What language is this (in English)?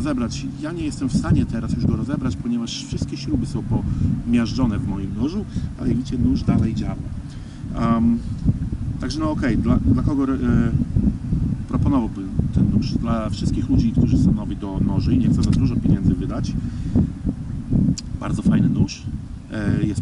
Polish